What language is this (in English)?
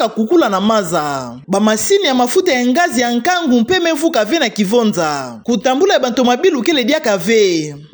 Kituba (Democratic Republic of Congo)